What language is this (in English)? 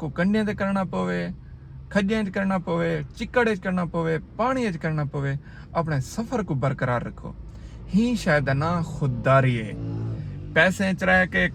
Saraiki